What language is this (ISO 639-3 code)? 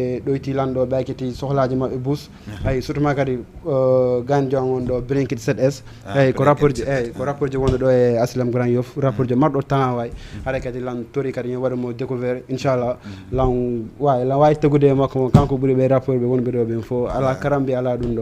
ful